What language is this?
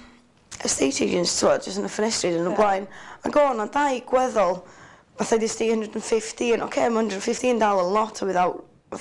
Welsh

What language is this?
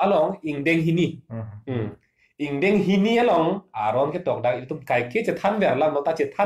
Karbi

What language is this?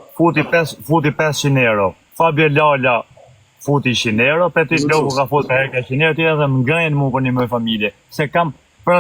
Albanian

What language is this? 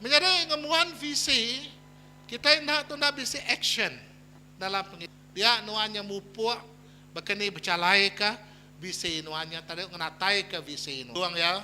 Iban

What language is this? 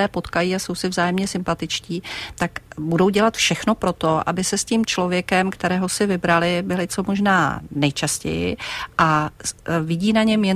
Czech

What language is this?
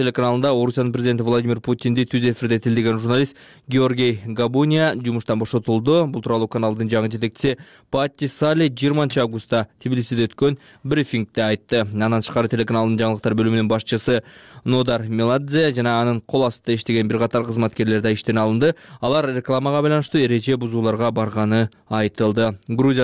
Kyrgyz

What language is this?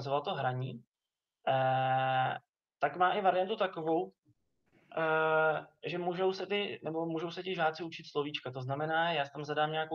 Czech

